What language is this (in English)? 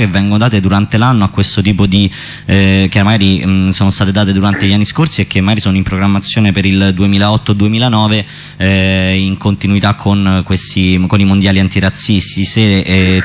Italian